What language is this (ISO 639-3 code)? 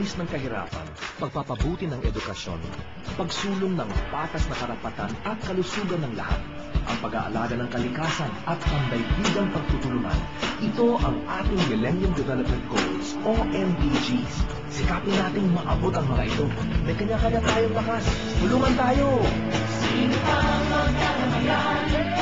fil